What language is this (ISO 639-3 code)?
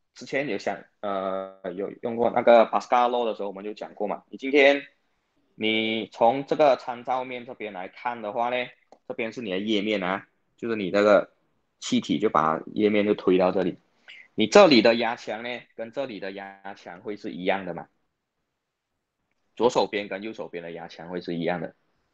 zho